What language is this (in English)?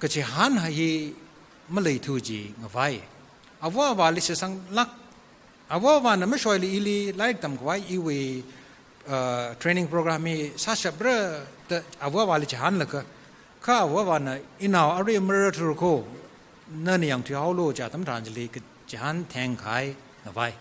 Tangkhul Naga (India)